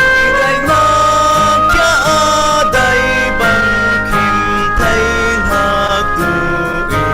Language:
Falam Chin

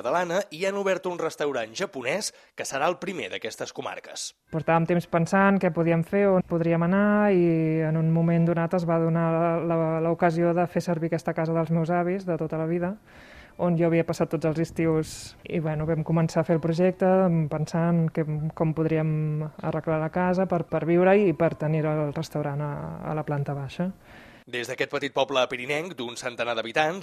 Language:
Catalan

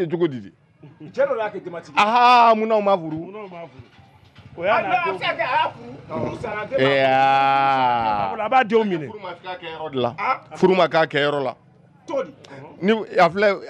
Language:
Bambara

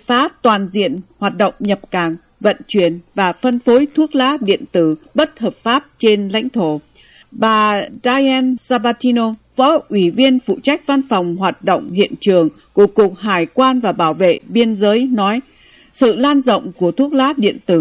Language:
Vietnamese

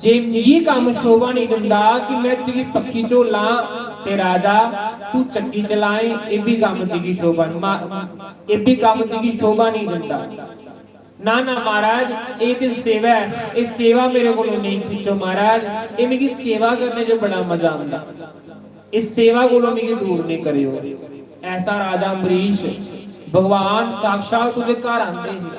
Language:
Dogri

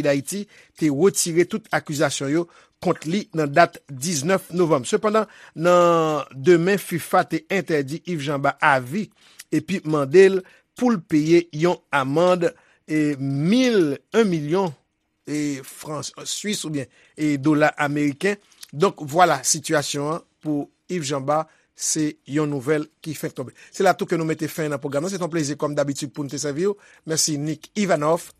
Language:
Haitian Creole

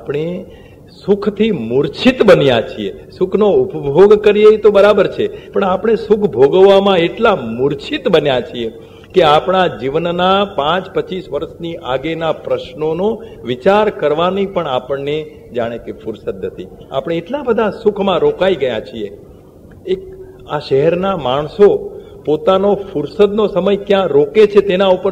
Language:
Gujarati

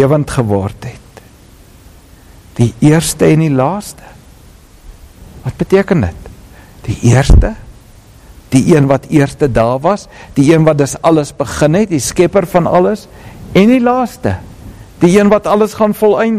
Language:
Afrikaans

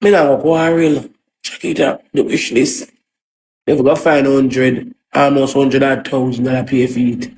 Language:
Jamaican Creole English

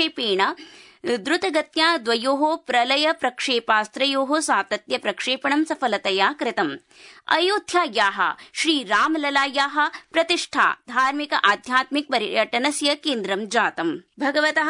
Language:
Sanskrit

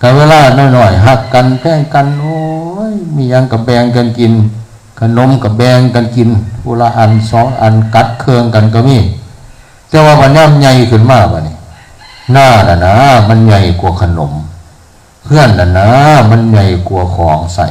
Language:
Northeastern Thai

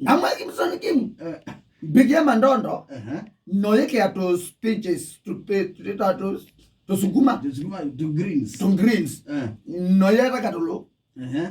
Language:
Kamba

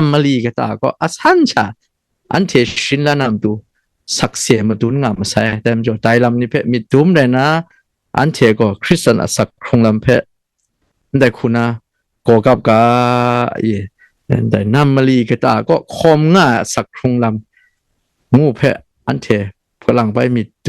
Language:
Kachin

